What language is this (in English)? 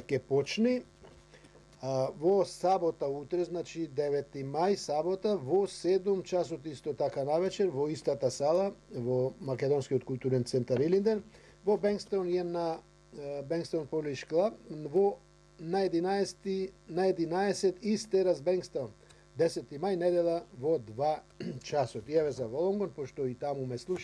Macedonian